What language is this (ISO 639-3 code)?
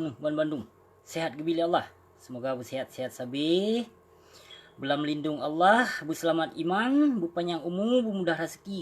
ace